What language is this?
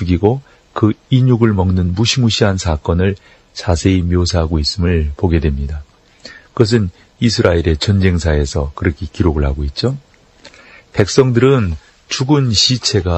Korean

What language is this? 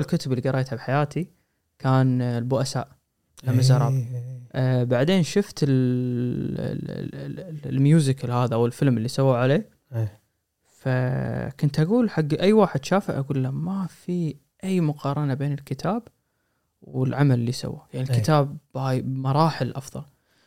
Gulf Arabic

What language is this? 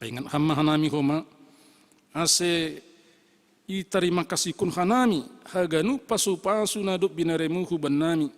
Batak Simalungun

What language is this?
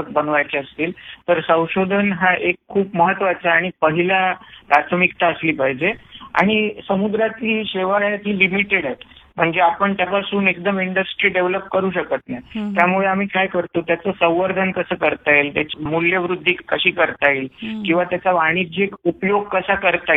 Marathi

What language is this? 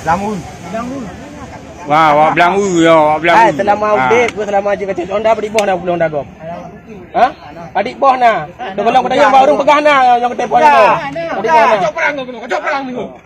Achinese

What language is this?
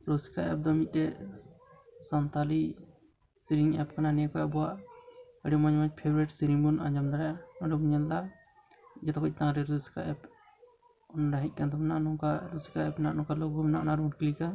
Santali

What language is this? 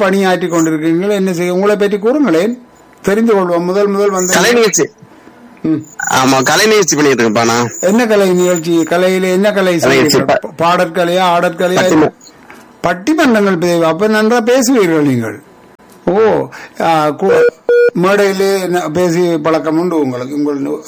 Tamil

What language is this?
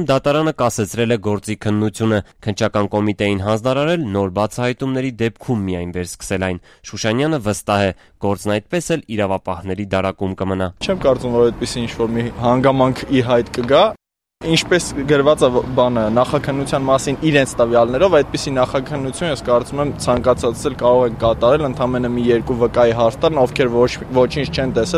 Armenian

